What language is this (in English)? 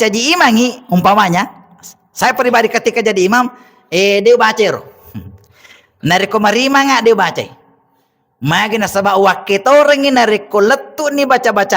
Buginese